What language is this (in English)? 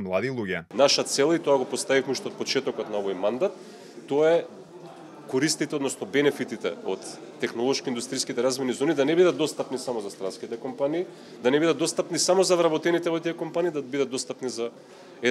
Macedonian